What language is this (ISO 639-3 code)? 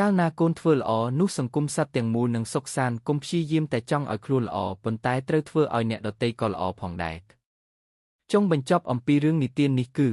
khm